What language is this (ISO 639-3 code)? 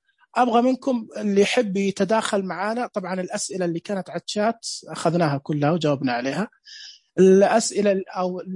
ars